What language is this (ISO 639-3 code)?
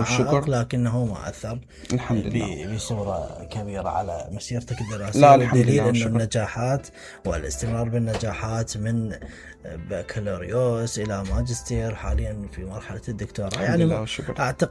acm